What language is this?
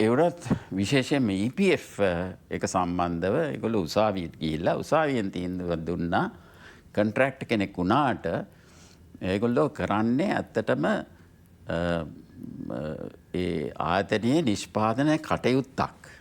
Sinhala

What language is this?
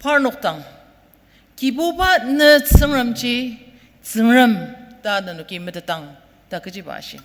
Ao Naga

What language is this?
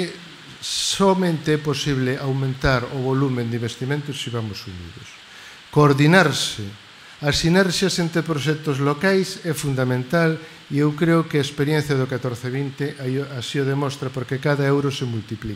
Galician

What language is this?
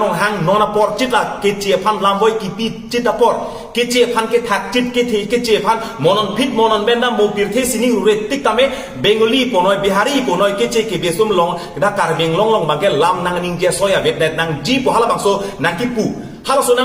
Karbi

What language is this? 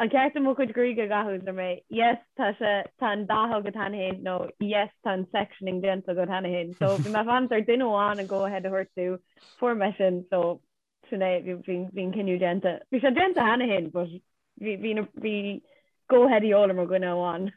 Irish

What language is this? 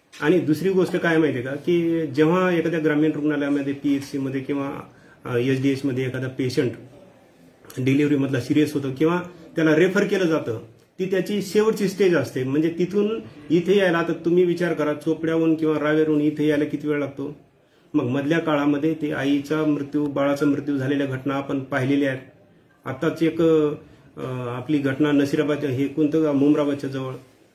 Marathi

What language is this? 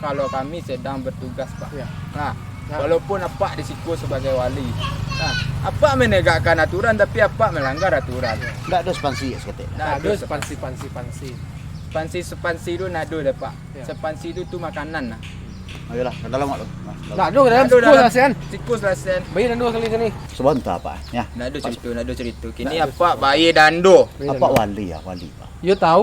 Minangkabau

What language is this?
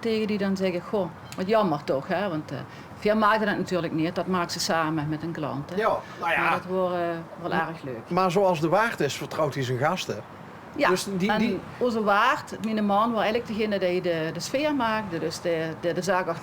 Limburgish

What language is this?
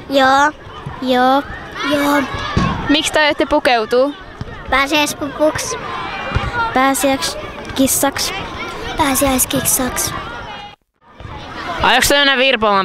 Finnish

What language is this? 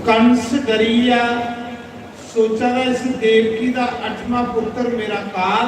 Dogri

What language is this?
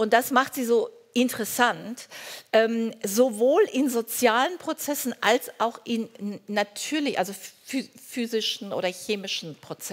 German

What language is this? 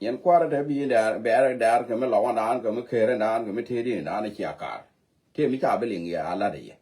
Nuer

